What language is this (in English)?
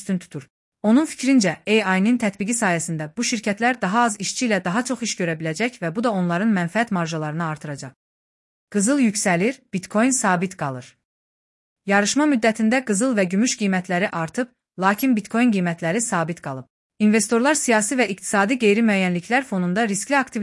Azerbaijani